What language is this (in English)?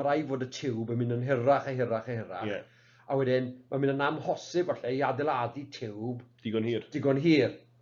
Welsh